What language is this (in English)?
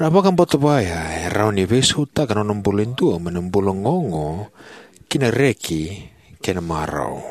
Fijian